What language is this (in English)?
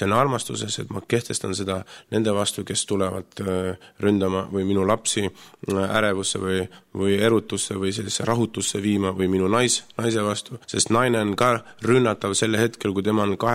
Estonian